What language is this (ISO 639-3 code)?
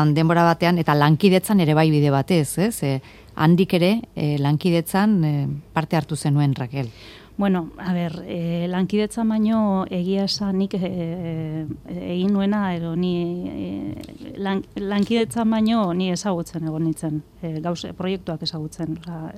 eus